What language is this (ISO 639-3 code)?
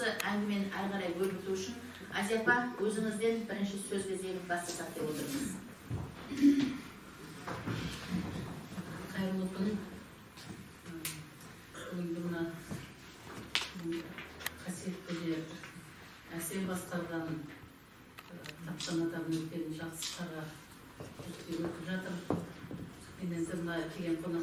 kaz